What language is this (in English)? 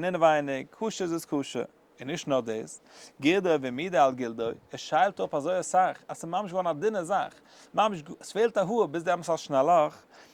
Yiddish